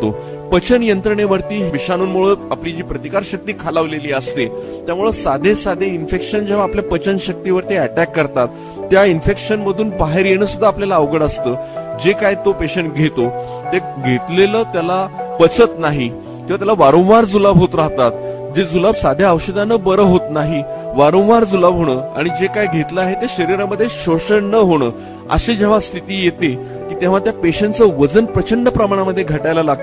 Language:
Marathi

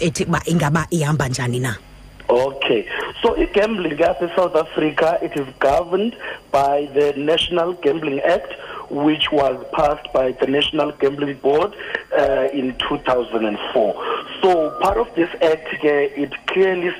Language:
Xhosa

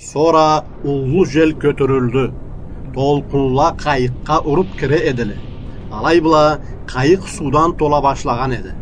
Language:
Karachay-Balkar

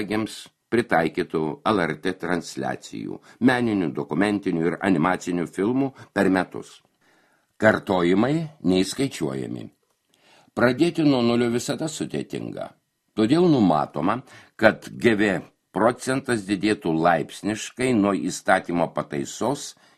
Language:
Lithuanian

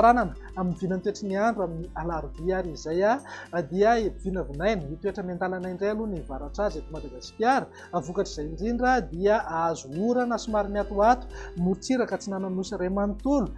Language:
Malagasy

